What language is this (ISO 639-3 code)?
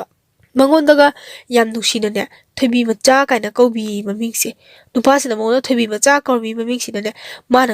mni